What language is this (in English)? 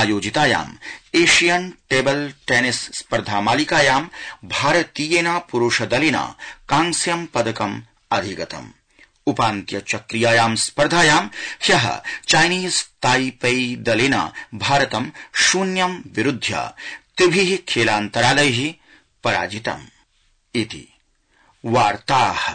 Sanskrit